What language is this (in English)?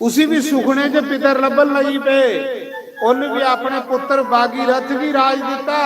Dogri